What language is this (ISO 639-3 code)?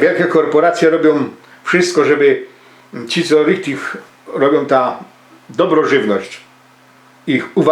szl